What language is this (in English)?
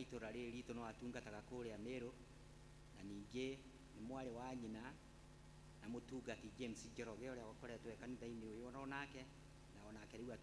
Kikuyu